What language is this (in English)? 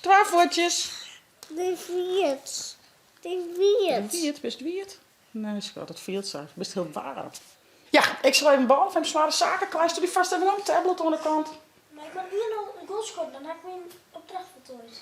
Western Frisian